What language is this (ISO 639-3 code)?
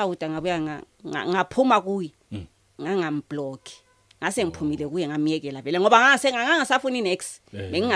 zul